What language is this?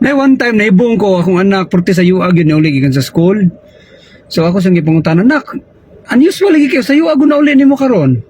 Cebuano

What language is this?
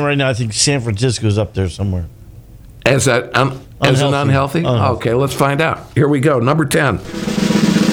English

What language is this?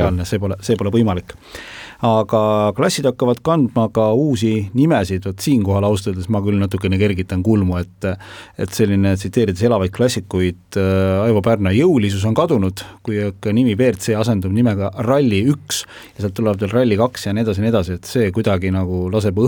Estonian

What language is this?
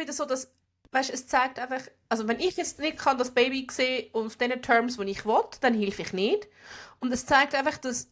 Swiss German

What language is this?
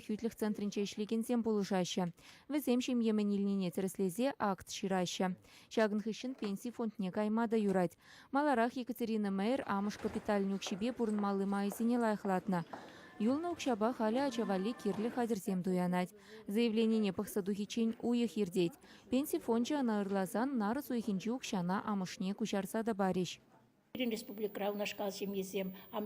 Chuvash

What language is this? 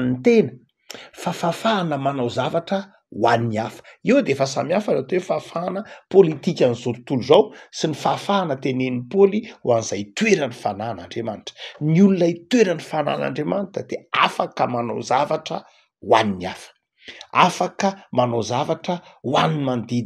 Malagasy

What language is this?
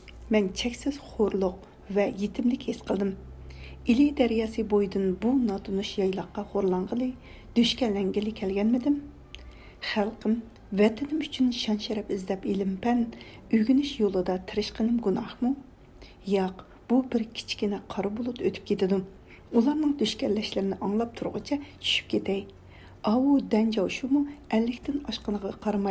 Uyghur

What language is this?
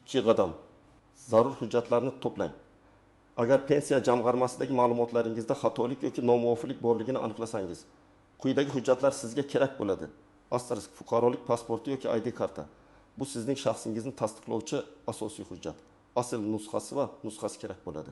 Uzbek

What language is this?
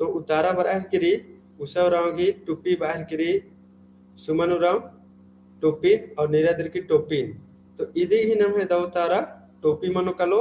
Kurukh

